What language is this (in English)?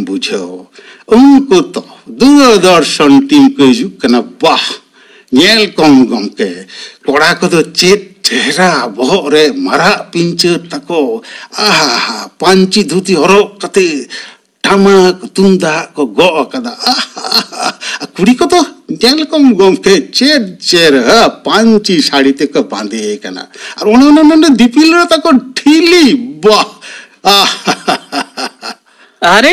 Santali